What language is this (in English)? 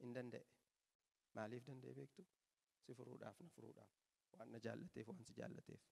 Oromo